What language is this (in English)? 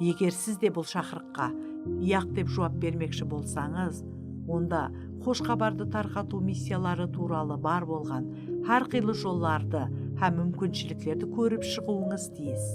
Kara-Kalpak